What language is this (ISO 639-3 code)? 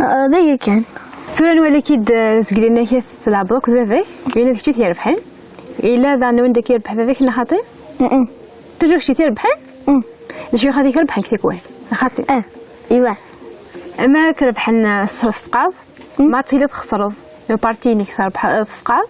kab